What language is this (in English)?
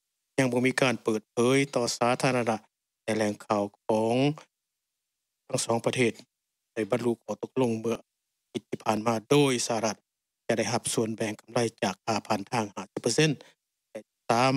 Thai